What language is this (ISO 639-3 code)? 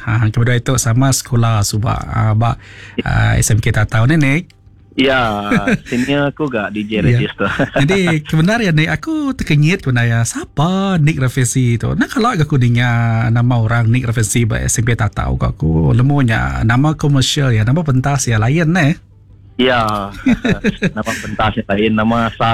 iba